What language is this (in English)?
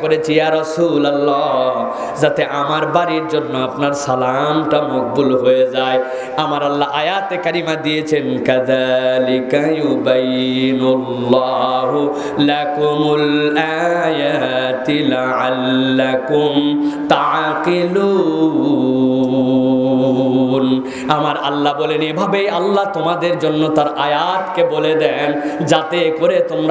Bangla